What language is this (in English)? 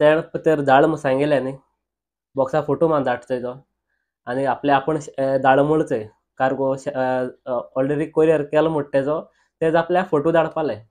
Konkani